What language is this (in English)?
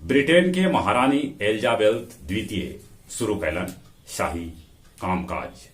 Magahi